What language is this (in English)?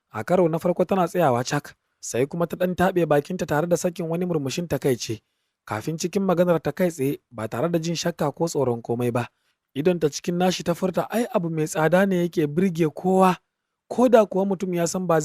Hausa